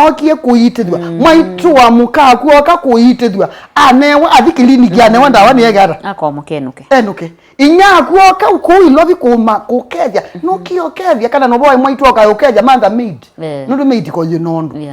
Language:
Kamba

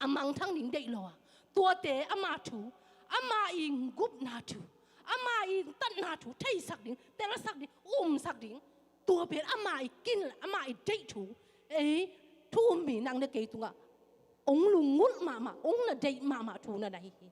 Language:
Tedim Chin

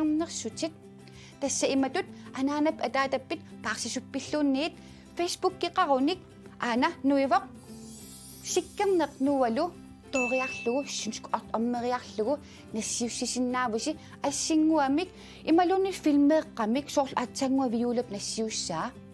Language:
Kalaallisut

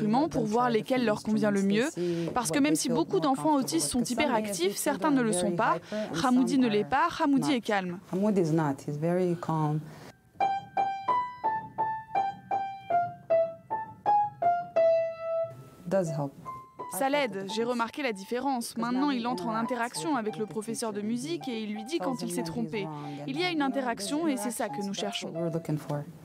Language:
French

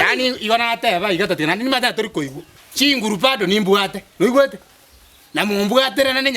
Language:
Gusii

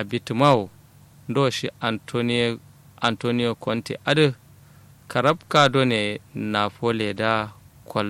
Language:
Kanuri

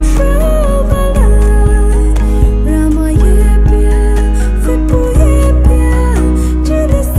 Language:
Poumei Naga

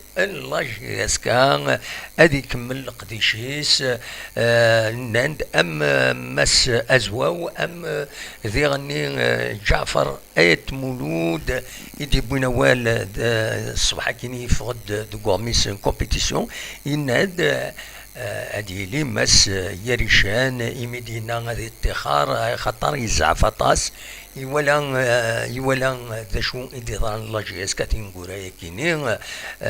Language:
Kabyle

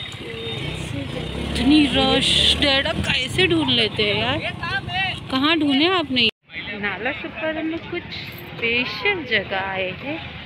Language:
Hindi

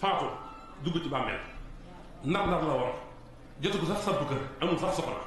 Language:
Wolof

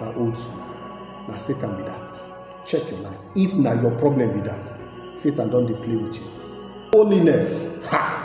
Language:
Nigerian Pidgin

